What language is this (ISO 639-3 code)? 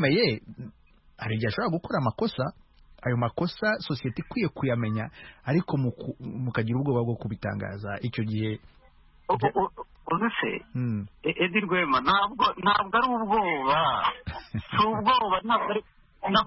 kin